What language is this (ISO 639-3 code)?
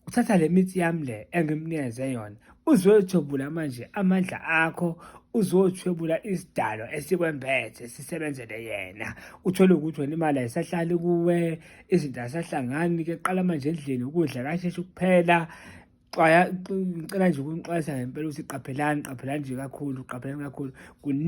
zul